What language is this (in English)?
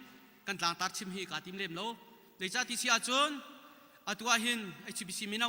Hakha Chin